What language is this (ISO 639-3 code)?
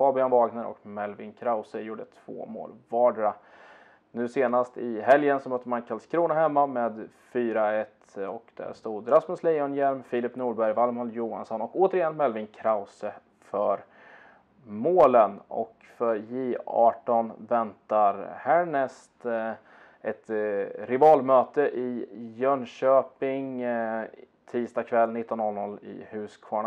swe